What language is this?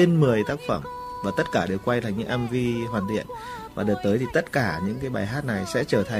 Vietnamese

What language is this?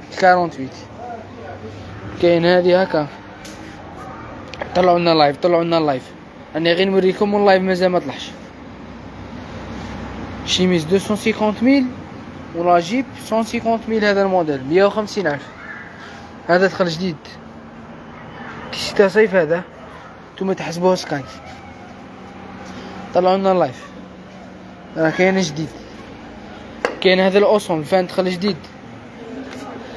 Algerian Arabic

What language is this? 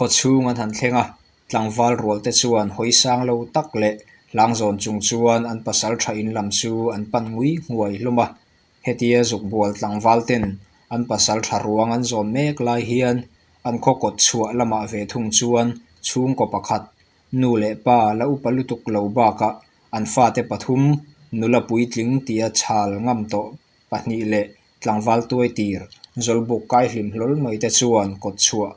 Mizo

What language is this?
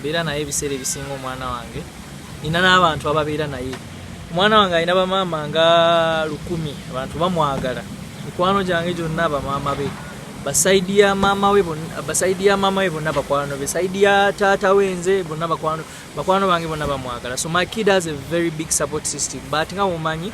Ganda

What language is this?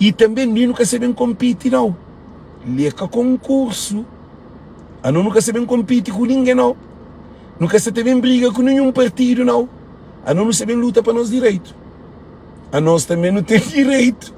Kabuverdianu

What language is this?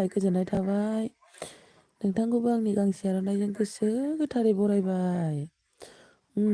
Bodo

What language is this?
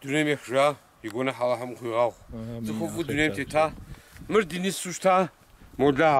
Kabardian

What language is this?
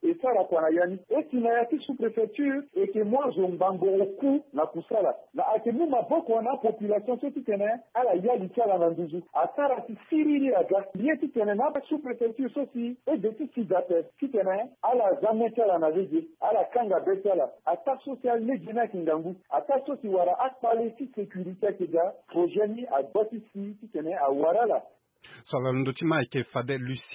Sango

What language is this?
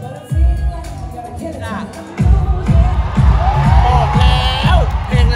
Thai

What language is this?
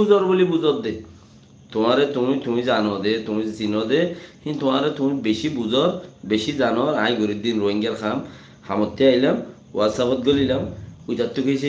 Rohingya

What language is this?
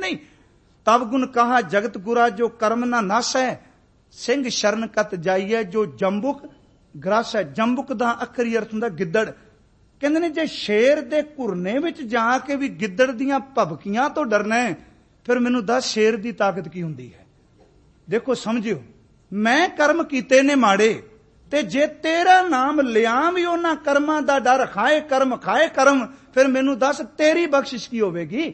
Punjabi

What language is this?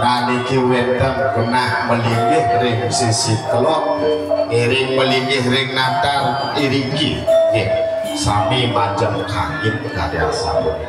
Balinese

